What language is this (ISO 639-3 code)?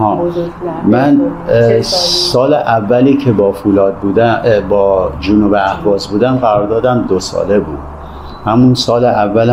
fas